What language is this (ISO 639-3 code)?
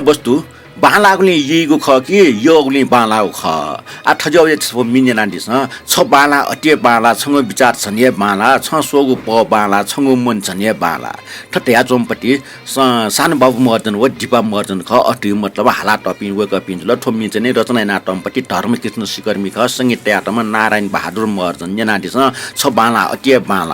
new